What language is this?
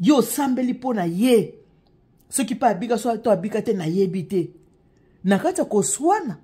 Lingala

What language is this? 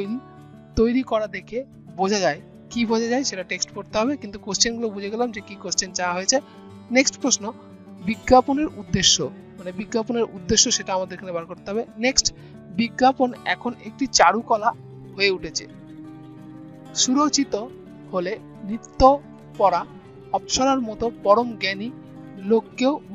Bangla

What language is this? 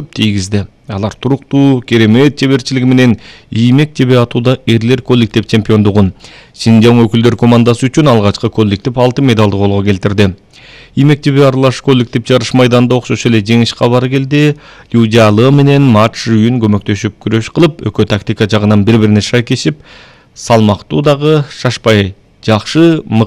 Kyrgyz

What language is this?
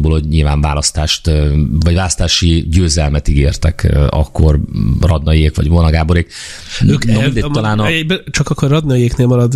Hungarian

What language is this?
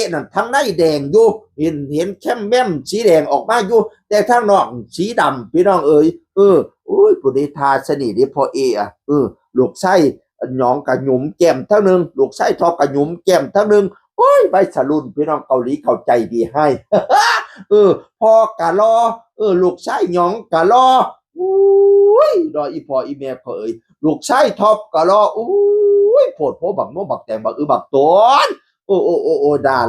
Northeastern Thai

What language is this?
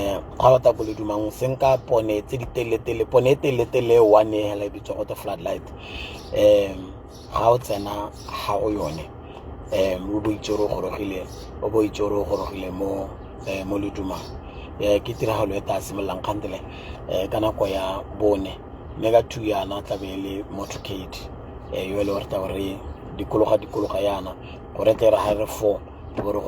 Tswana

